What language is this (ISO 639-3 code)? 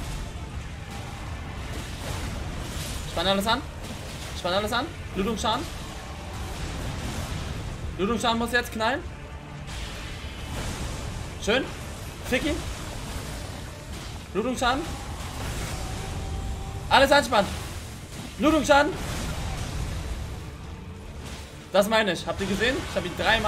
deu